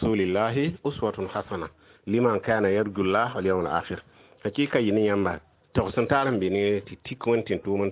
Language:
Mossi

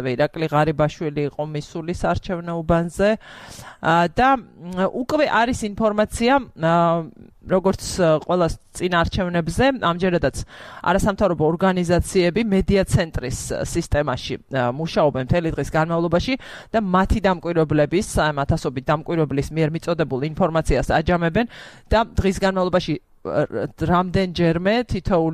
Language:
Georgian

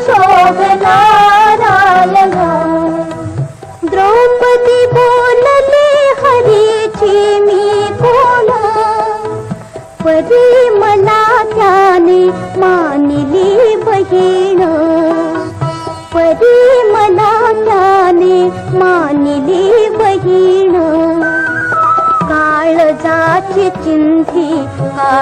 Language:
Marathi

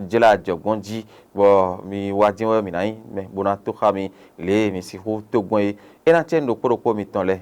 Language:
Fon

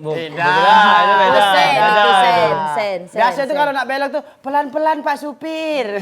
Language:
Musi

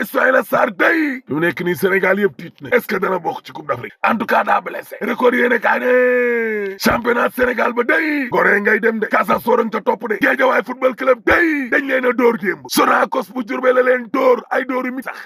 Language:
Wolof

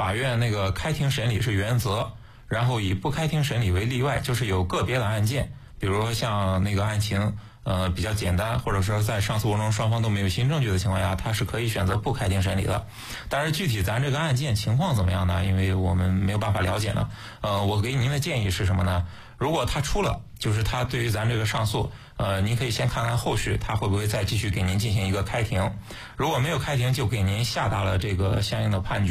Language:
Chinese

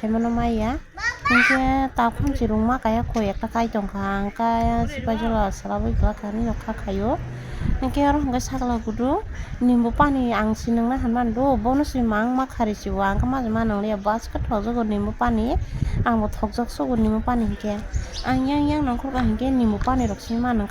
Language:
Kok Borok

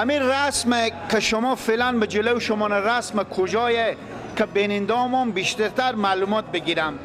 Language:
Persian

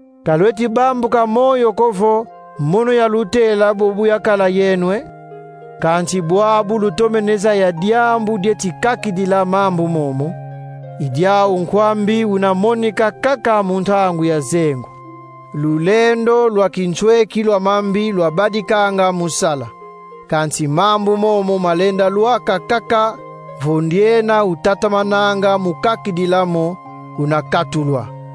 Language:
Kongo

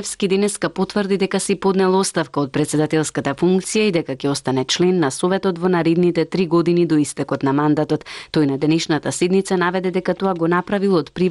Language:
Macedonian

